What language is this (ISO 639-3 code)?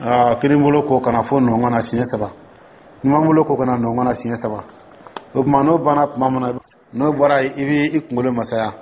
dyu